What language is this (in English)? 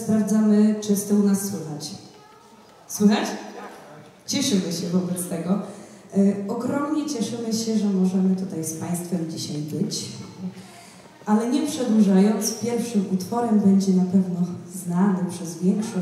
Polish